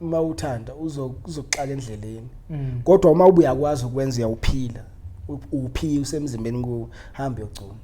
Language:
Zulu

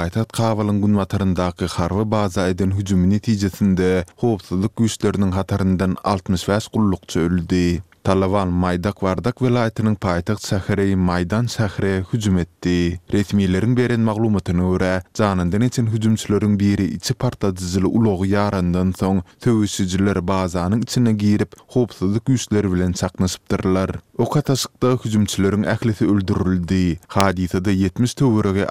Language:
Turkmen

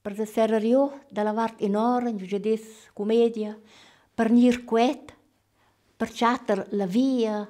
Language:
Romansh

